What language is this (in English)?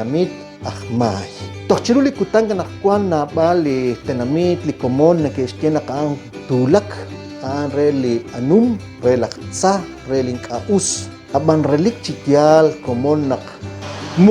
Kekchí